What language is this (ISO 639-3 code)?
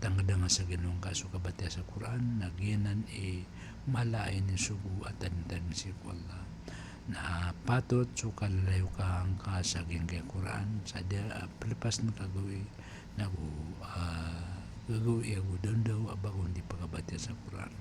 mrw